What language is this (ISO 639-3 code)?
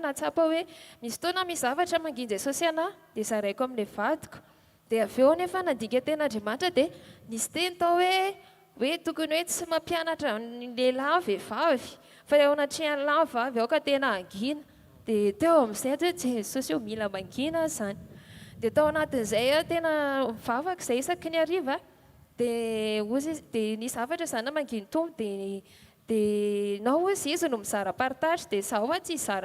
mlg